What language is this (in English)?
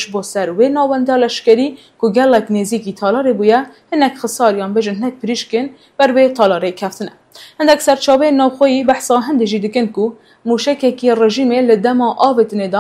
Kurdish